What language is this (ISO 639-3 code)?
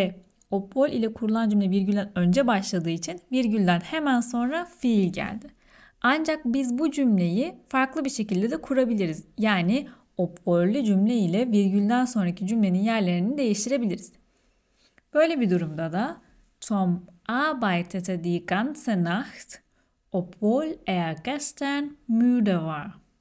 tur